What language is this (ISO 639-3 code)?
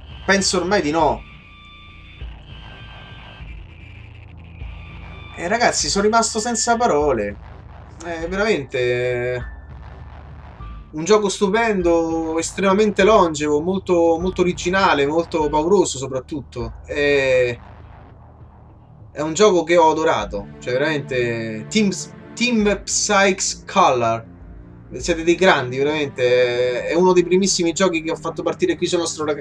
ita